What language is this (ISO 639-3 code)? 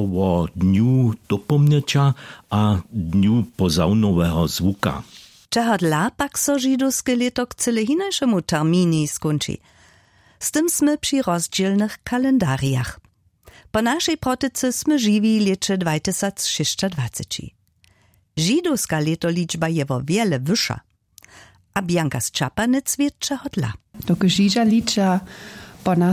hsb